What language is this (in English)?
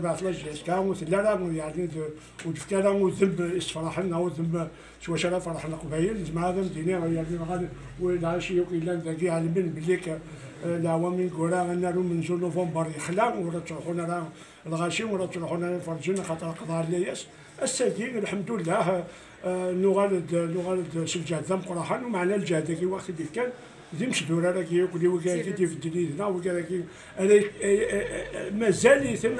Kabyle